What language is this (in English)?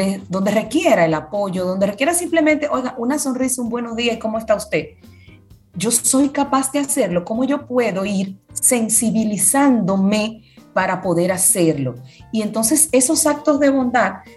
Spanish